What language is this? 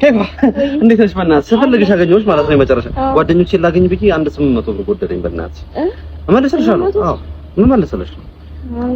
Amharic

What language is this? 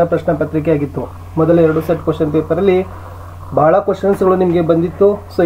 Kannada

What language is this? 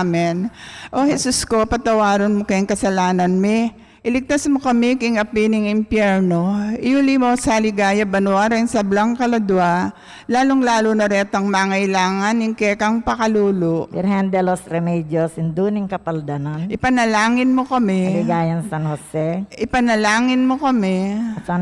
Pampanga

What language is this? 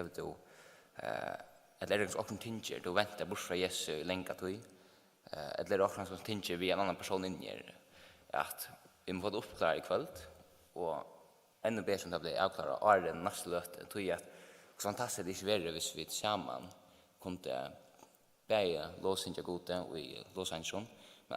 Faroese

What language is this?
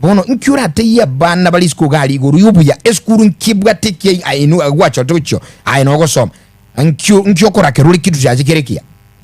Gusii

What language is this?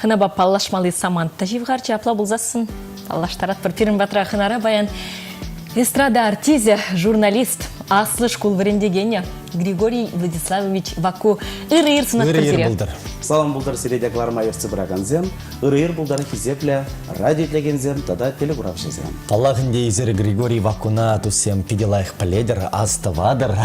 Chuvash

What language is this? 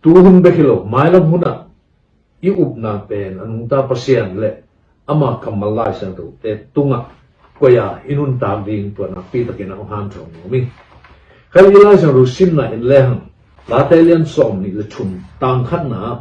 Tedim Chin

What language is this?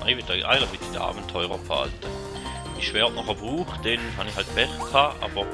Swiss German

